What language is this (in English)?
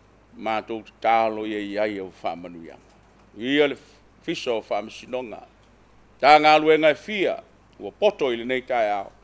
Samoan